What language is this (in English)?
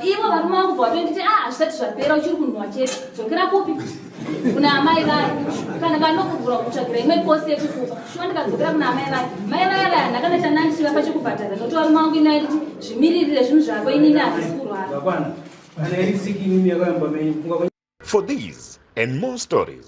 Shona